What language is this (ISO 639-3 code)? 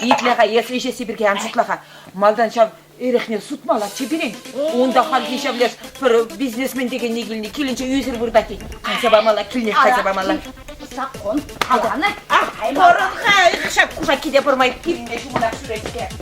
chv